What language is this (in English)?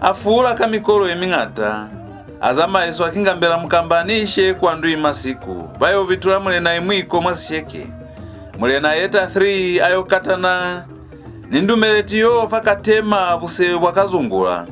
Lozi